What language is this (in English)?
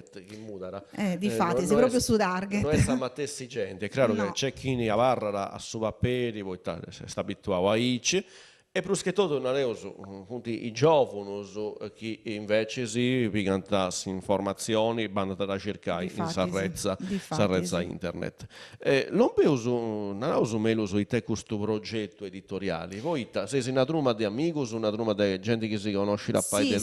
Sardinian